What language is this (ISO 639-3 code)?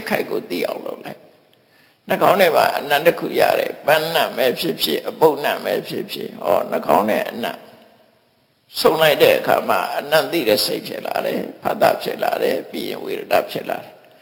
mya